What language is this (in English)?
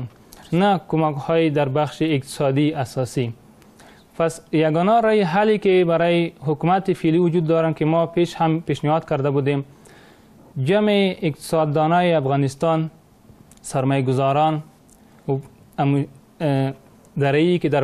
Persian